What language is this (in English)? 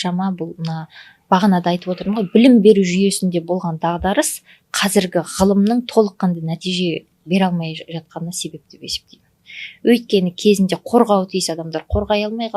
Kazakh